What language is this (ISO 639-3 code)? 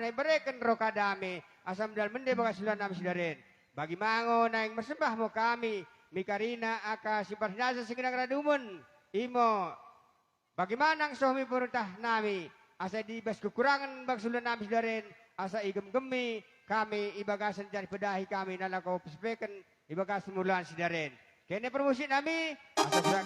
btd